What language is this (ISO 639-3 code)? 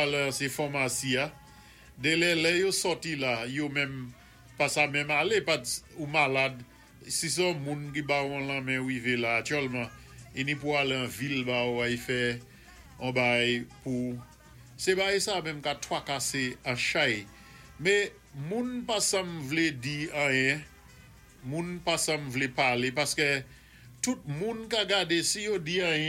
acf